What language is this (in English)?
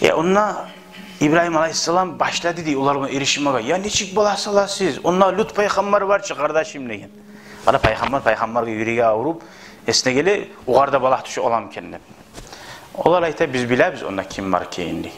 Kumyk